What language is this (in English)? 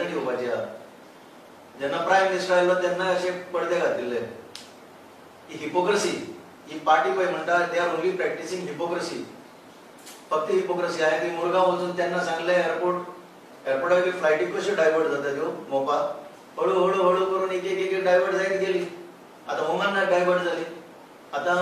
Konkani